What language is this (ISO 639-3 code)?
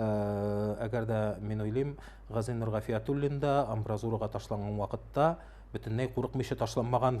tat